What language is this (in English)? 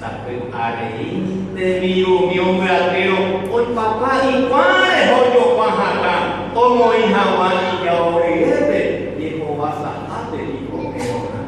Guarani